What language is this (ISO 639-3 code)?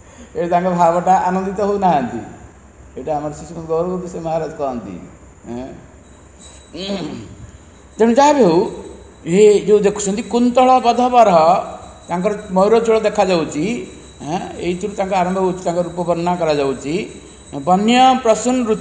ori